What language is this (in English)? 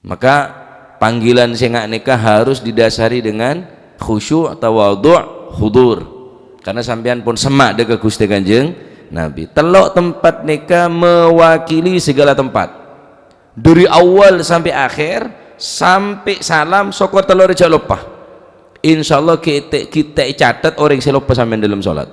Madurese